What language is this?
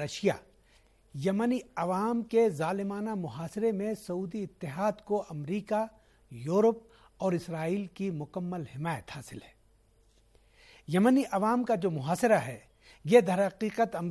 Urdu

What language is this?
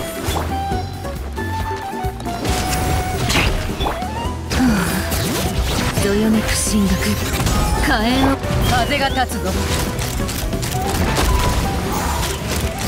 Japanese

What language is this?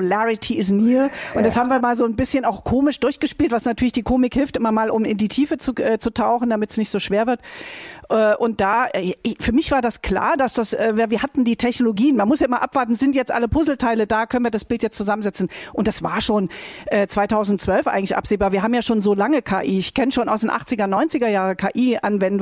German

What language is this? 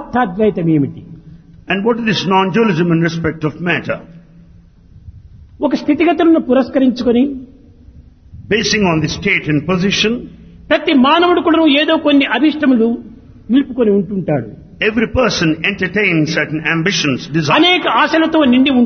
Telugu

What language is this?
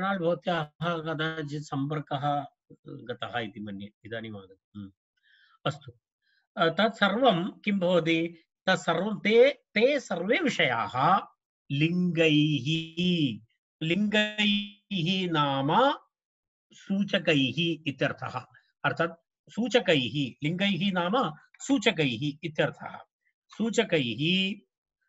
Sanskrit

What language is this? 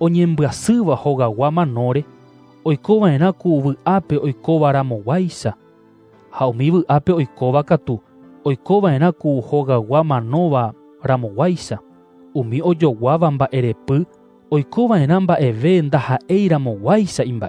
Guarani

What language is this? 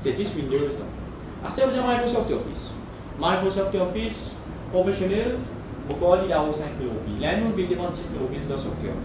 Morisyen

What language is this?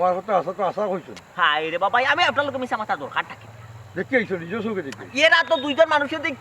Sylheti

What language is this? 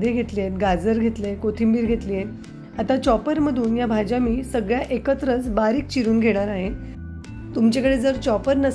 Marathi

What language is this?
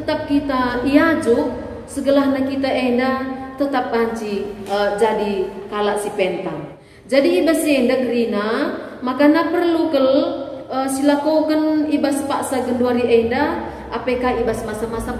Batak Karo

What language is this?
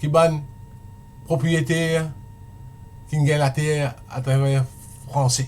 Morisyen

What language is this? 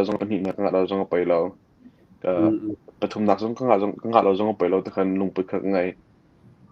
Hakha Chin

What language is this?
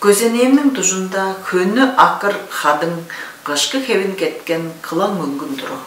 Tuvinian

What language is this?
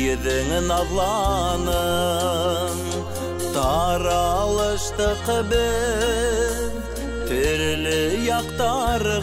Bashkir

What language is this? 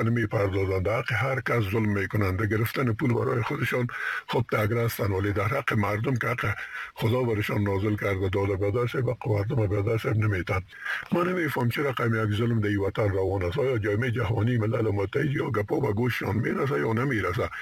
Persian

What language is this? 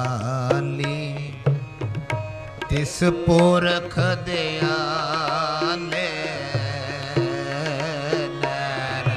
Punjabi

